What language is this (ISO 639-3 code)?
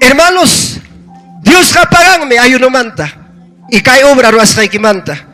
quy